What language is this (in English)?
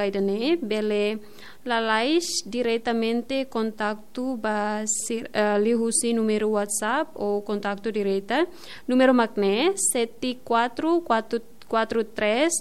Tetum